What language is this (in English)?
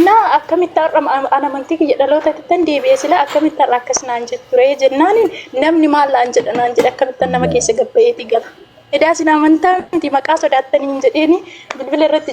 Oromo